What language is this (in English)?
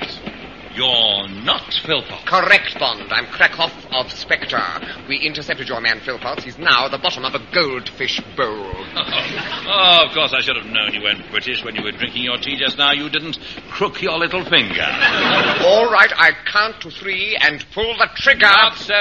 English